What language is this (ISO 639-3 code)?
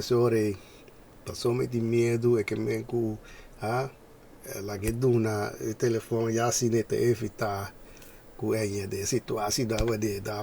pap